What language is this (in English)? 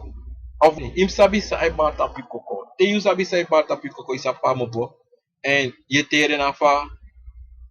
Sranan Tongo